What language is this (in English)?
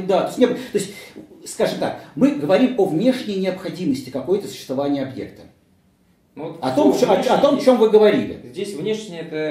Russian